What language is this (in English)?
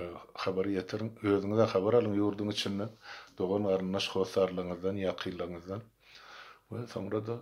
Turkmen